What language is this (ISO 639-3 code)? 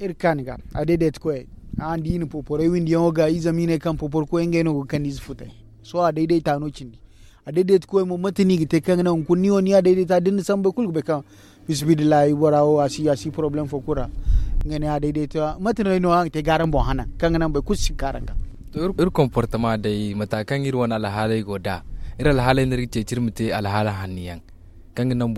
dje